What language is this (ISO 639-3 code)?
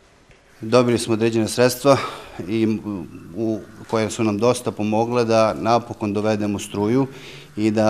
srp